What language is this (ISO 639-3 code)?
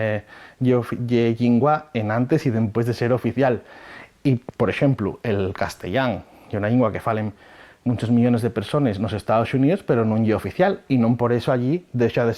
ast